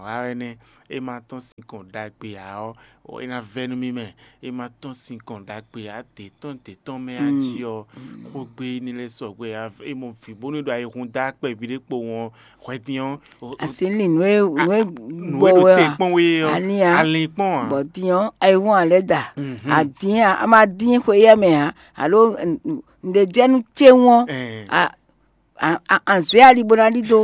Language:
Fon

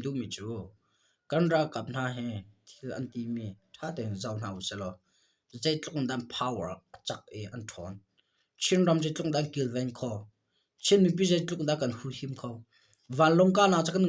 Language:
Hakha Chin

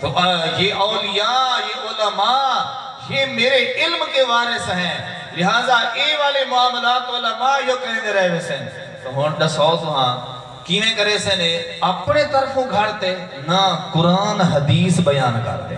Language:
Saraiki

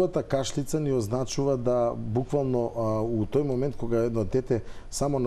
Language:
Macedonian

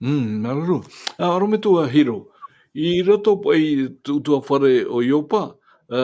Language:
Tahitian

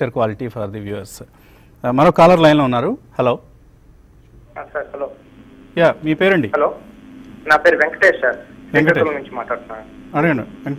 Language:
Telugu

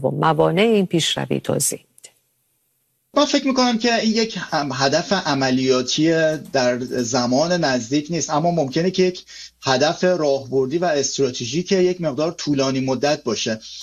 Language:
Persian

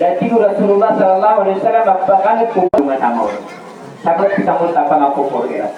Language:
Maranao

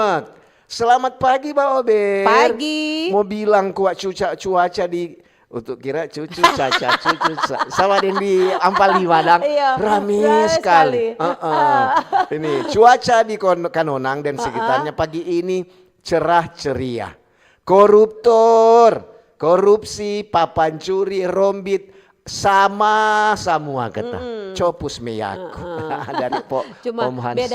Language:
Manado Malay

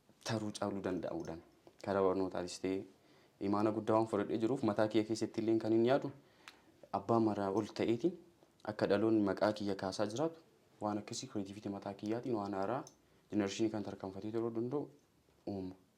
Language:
Oromo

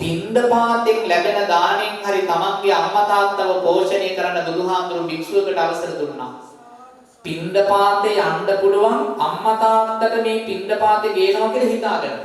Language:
Sinhala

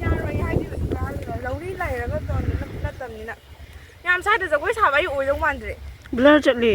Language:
Manipuri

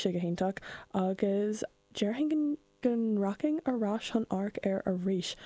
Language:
Irish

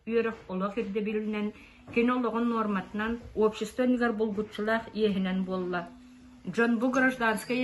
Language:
Yakut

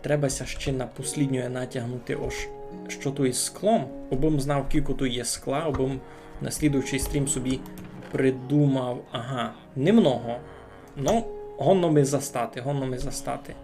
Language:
Rusyn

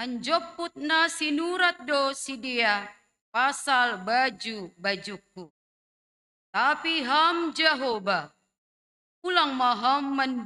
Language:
Batak Simalungun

